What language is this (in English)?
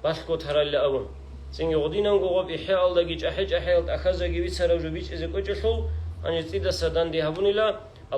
Avaric